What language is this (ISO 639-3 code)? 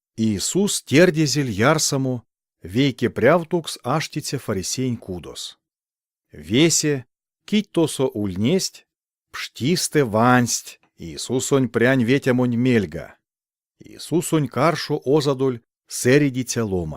myv